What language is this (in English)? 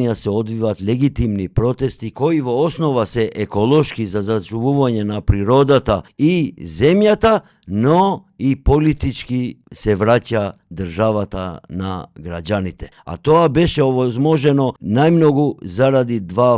Macedonian